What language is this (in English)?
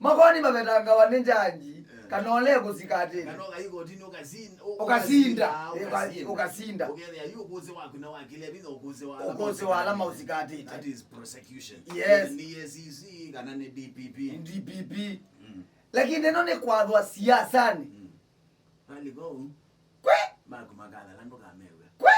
Kamba